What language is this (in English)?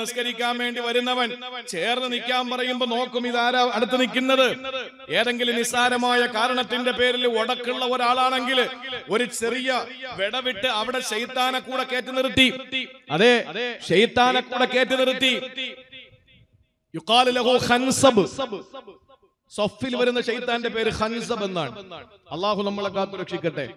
Malayalam